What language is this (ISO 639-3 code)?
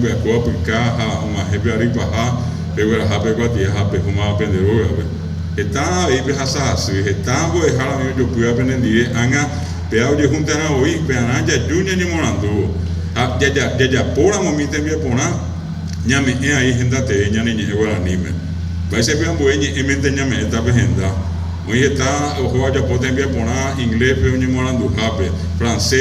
grn